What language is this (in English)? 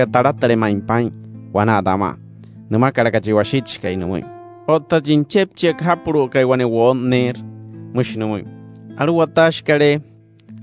Wayuu